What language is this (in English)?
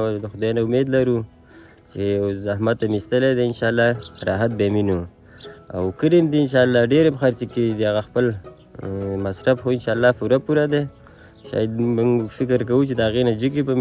Pashto